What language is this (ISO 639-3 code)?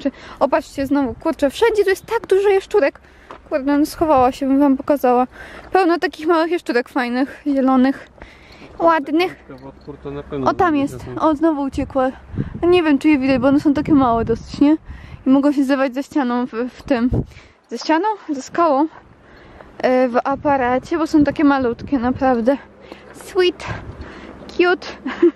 pol